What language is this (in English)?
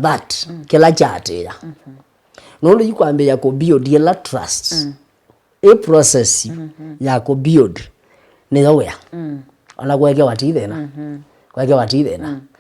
Kamba